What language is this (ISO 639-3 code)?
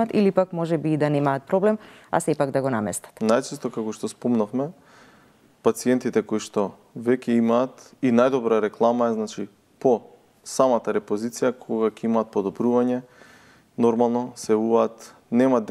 mkd